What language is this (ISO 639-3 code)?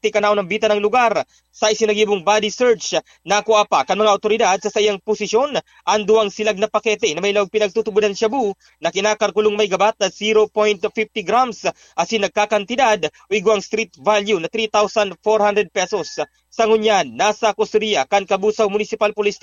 bik